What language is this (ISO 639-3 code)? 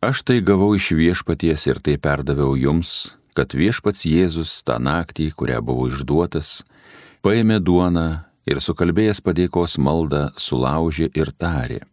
lit